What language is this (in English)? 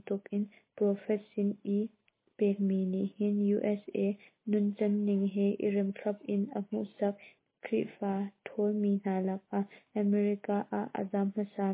Hakha Chin